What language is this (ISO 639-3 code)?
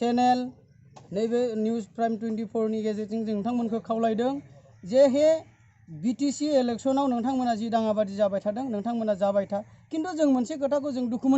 brx